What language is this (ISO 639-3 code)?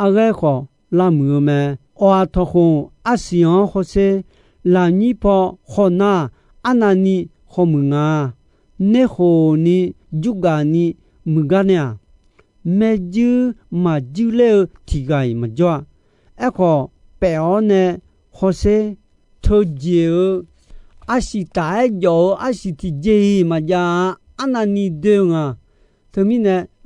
ahk